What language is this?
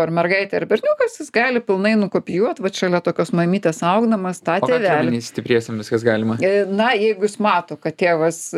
Lithuanian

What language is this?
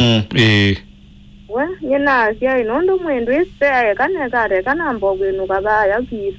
Kamba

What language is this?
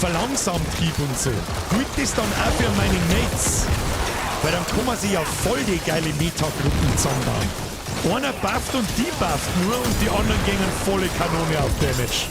Bavarian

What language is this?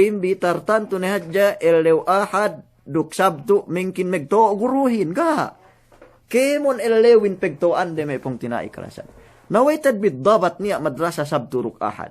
Yakan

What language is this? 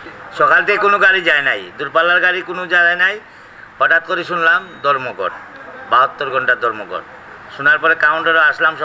Sylheti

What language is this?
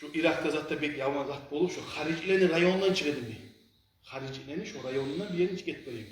Kumyk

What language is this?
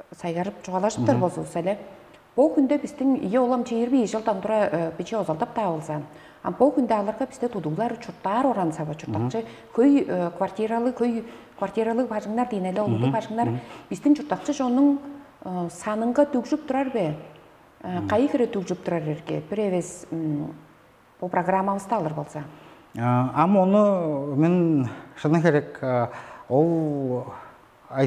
Tuvinian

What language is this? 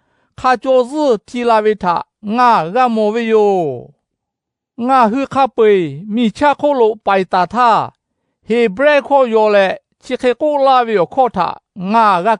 Lahu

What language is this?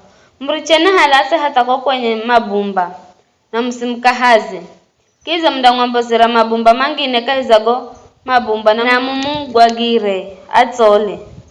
Giryama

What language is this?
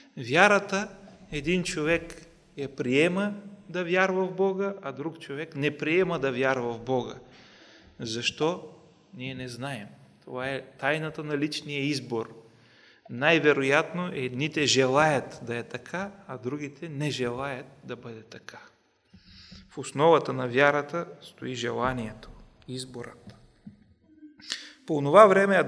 Bulgarian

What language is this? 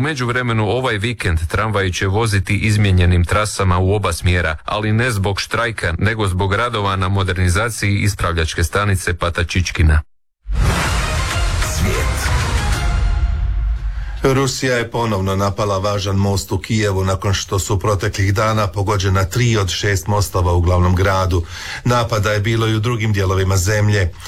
Croatian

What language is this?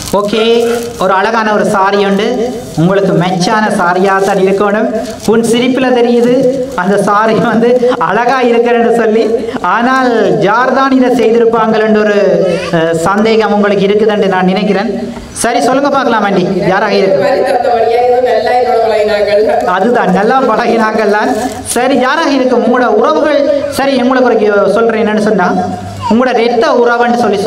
Tamil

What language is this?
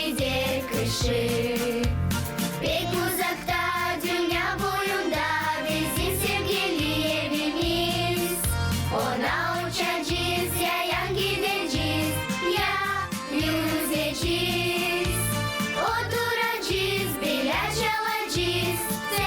Gagauz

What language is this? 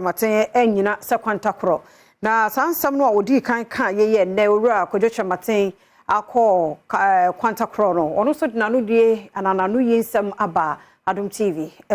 Akan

